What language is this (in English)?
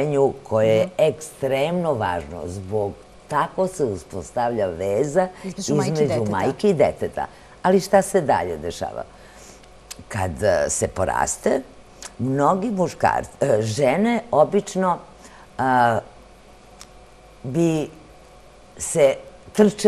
Serbian